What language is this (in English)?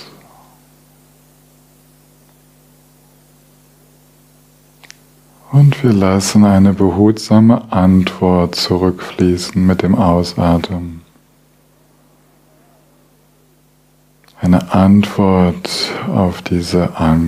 German